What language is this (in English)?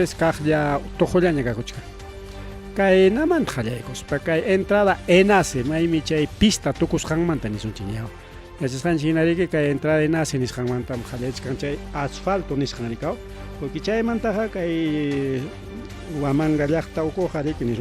Ayacucho Quechua